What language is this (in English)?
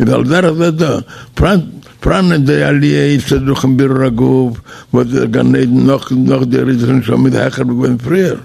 Yiddish